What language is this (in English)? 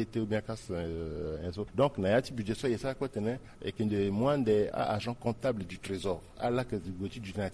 Sango